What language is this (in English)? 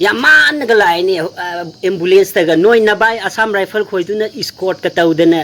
Manipuri